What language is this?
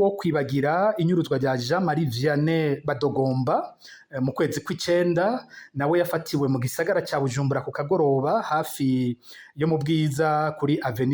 Rundi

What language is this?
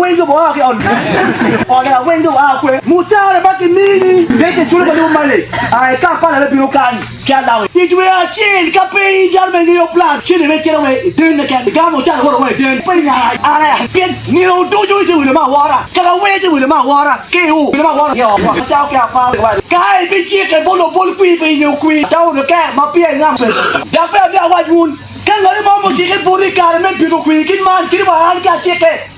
Acoli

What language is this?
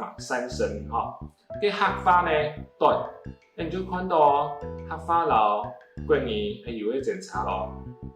Hakka Chinese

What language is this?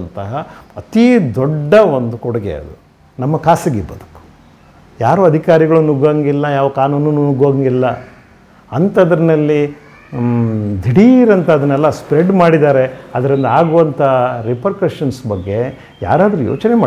Kannada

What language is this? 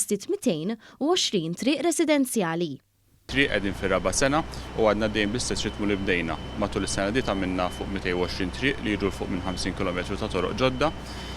Maltese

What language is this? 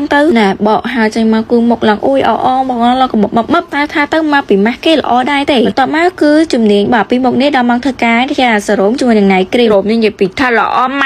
Khmer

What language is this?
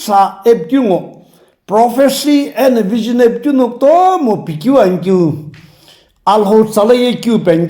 Sumi Naga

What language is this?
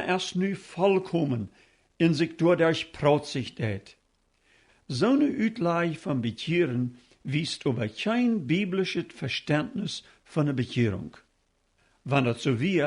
Plautdietsch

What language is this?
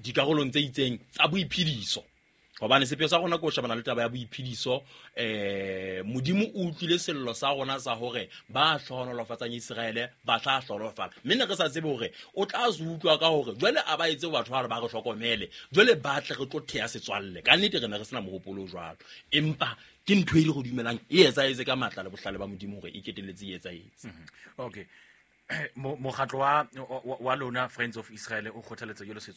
Southern Sotho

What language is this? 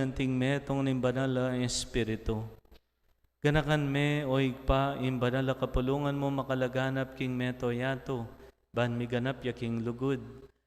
Pampanga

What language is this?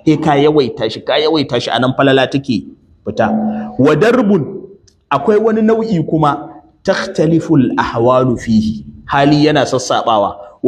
Hausa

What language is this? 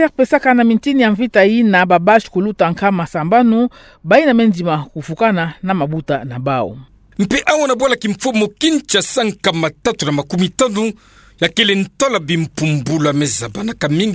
Kituba (Democratic Republic of Congo)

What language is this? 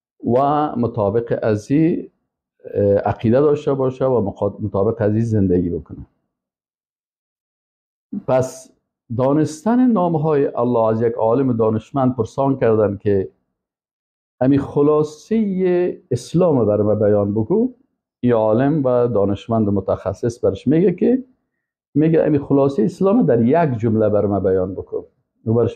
Persian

